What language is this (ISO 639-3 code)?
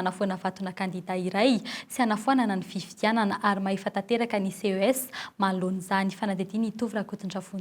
mlg